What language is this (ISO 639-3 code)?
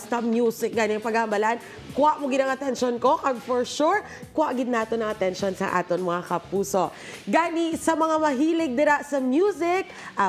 hil